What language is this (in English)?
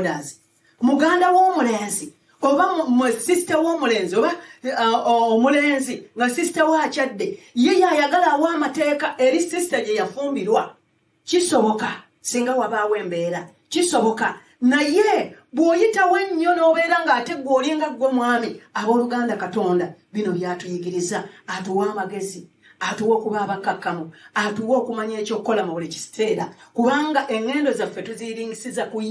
Ganda